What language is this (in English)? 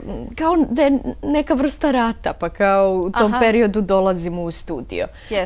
Bosnian